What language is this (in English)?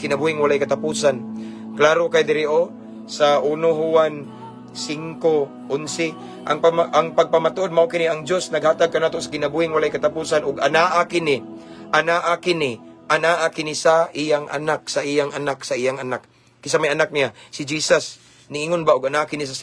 Cebuano